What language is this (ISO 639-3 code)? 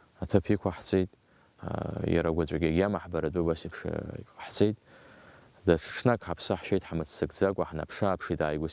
abk